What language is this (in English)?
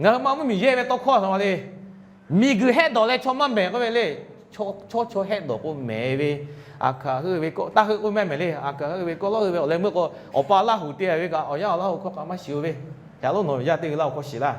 Lahu